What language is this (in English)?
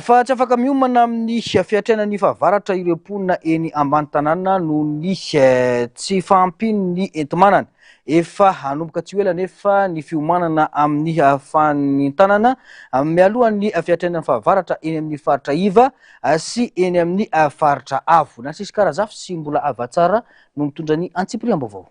Malagasy